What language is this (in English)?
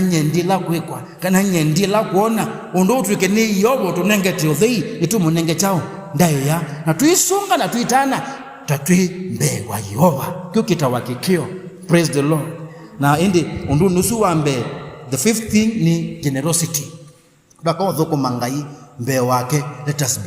Kamba